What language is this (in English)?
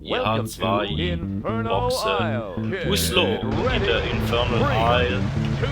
Swiss German